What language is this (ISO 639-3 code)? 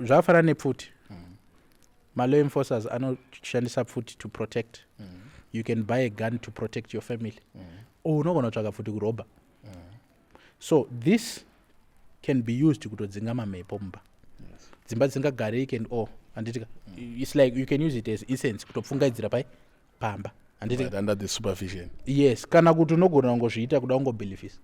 sna